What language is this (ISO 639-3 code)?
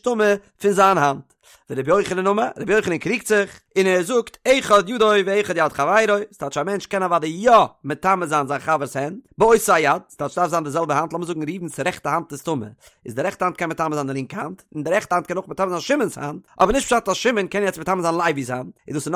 yid